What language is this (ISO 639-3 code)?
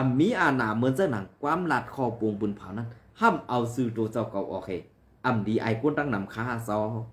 shn